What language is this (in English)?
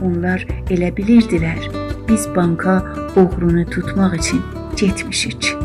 South Azerbaijani